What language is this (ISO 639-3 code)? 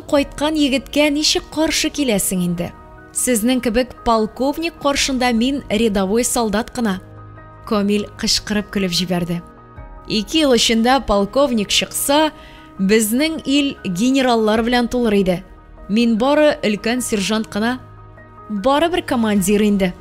tat